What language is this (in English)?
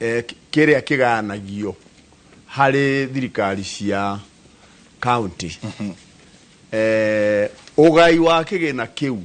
Kikuyu